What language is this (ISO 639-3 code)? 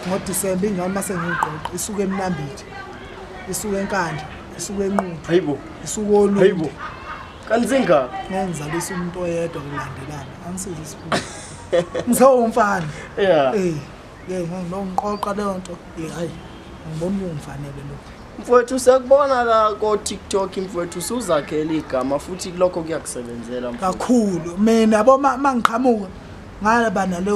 zul